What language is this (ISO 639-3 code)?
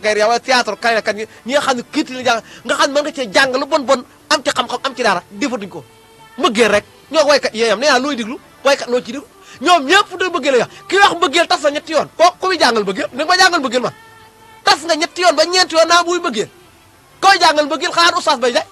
wol